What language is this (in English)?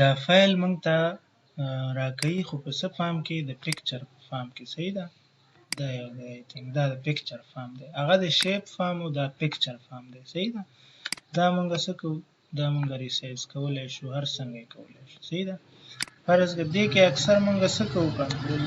Pashto